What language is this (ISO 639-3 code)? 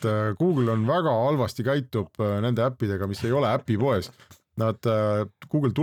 est